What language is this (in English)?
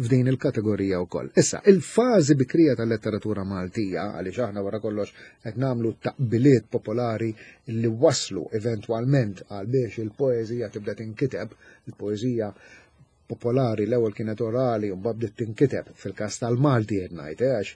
Maltese